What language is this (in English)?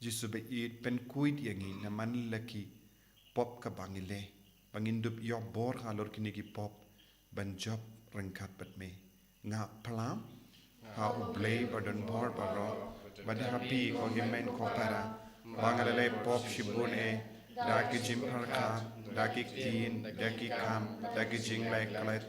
Khasi